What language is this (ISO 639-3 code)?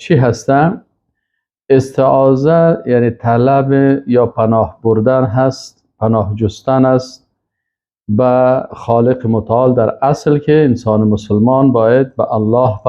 fas